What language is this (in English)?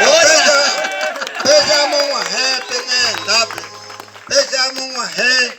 Guarani